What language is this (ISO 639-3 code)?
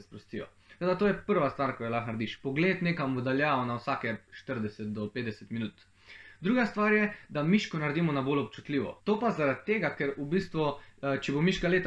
slv